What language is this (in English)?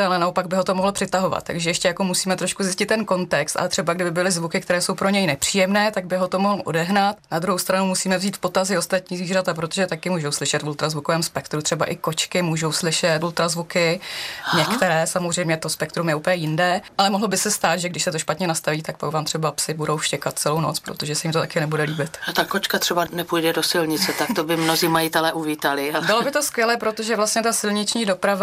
Czech